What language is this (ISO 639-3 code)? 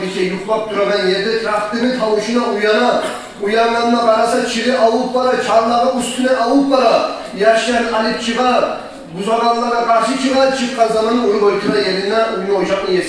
kum